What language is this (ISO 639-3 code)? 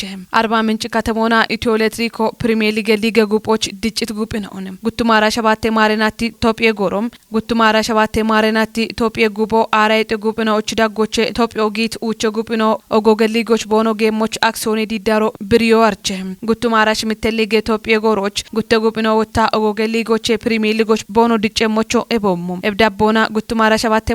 kbr